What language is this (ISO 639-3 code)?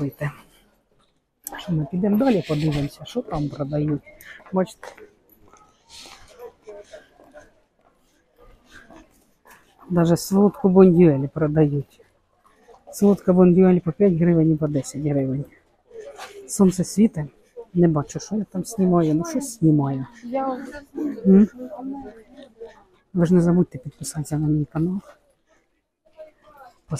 ukr